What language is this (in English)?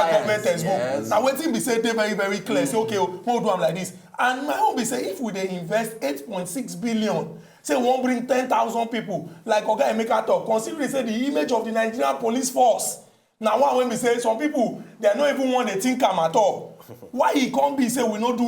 Nigerian Pidgin